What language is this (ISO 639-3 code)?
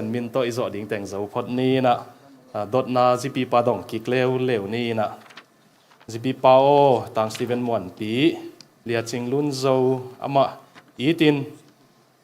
ctd